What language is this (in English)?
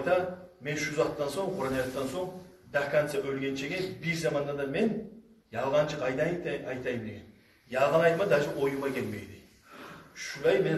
Kumyk